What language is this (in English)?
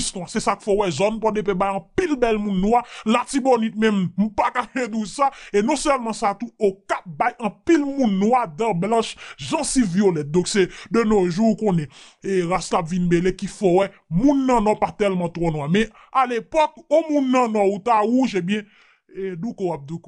Haitian Creole